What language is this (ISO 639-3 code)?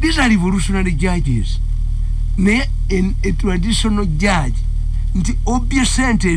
lug